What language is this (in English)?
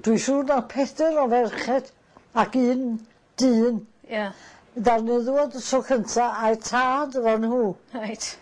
Welsh